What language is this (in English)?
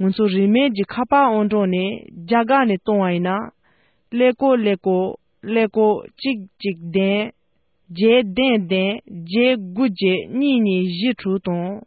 Tibetan